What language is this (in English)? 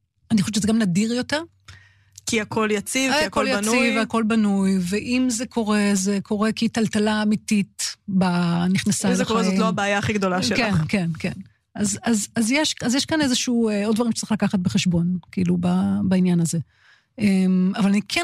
Hebrew